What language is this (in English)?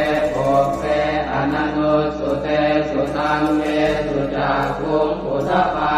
Pali